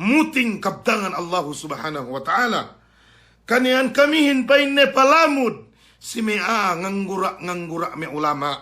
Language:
Yakan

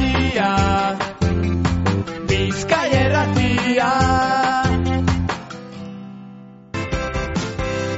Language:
Basque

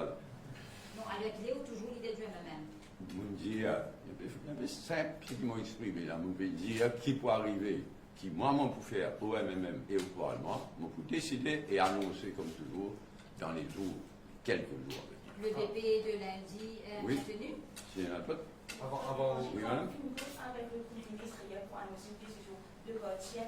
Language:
Morisyen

